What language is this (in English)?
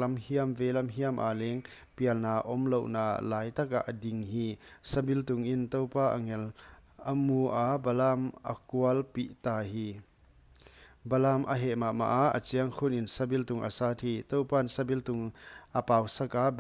Paite Chin